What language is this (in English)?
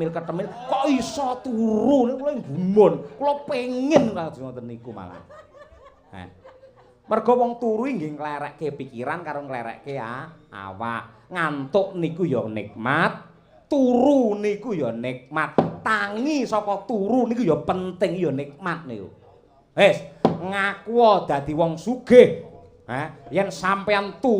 Javanese